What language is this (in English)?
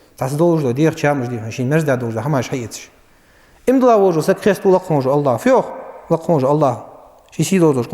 Ingush